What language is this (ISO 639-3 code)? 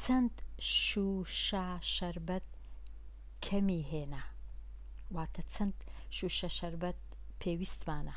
ckb